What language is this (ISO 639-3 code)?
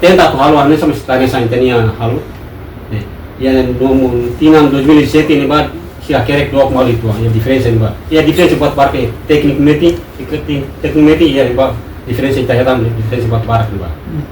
tet